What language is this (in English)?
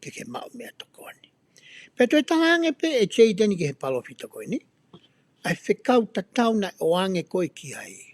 Tongan